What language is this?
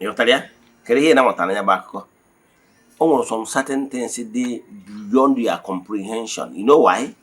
Igbo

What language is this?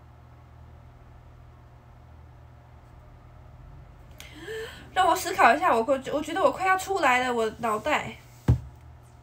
Chinese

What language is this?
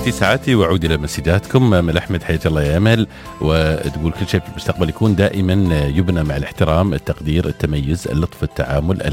Arabic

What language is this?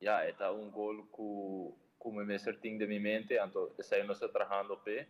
Papiamento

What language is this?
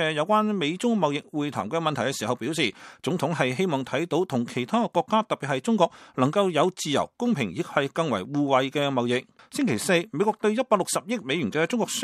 Cantonese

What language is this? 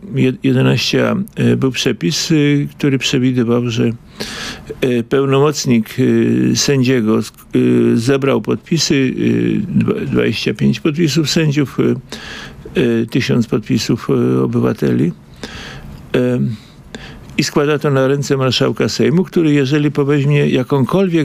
Polish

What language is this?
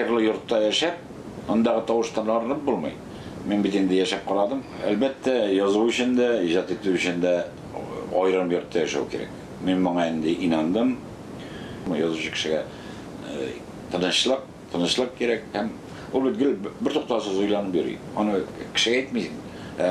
Tatar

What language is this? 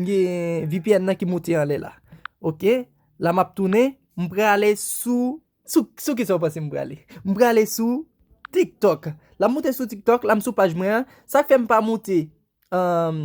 Haitian Creole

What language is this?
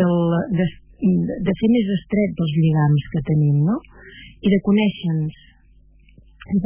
Catalan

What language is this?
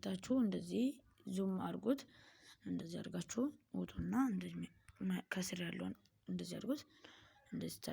Amharic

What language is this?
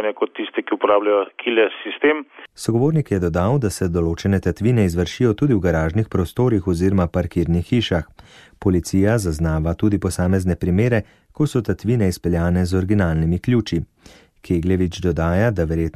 Slovenian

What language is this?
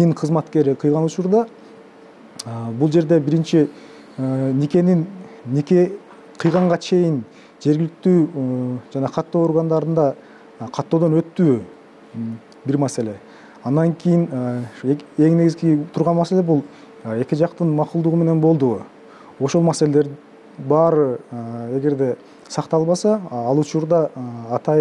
Kyrgyz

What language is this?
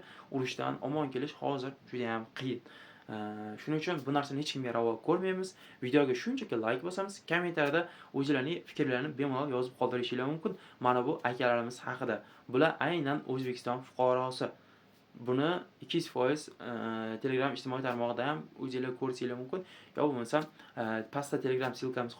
Uzbek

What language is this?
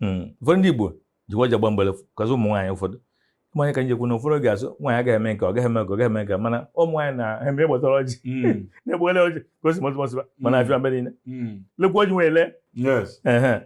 Igbo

